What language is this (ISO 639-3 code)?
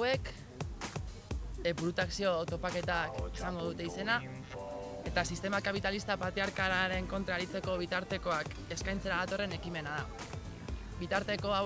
eus